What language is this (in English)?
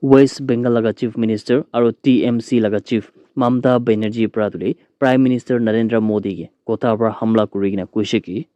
Naga Pidgin